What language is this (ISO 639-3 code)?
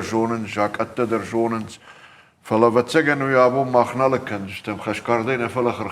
oss